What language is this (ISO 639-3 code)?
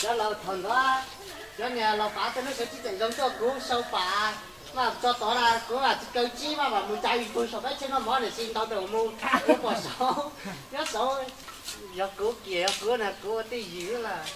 hmn